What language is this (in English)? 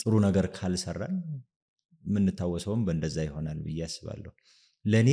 Amharic